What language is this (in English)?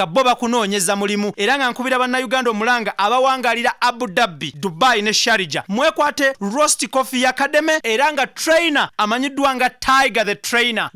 Ganda